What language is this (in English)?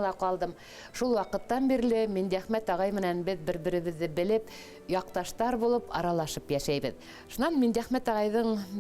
Bashkir